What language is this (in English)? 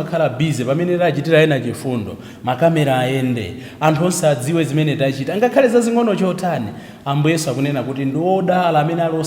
Nyanja